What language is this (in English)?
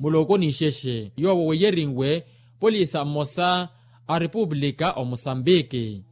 Makhuwa